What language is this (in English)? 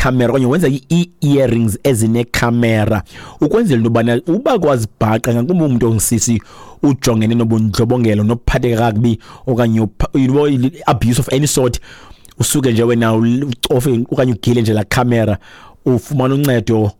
Xhosa